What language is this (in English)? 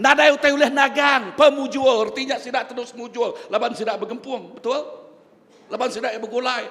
Iban